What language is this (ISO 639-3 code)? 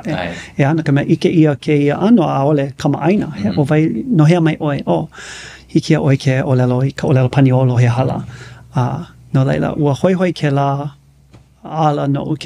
haw